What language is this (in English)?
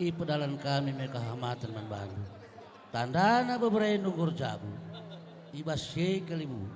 Batak Karo